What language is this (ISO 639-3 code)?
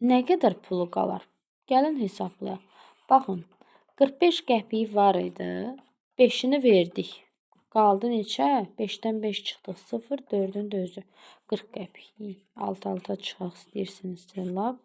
aze